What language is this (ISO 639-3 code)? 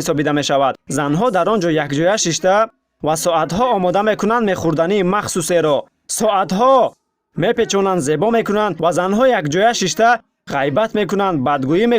tgk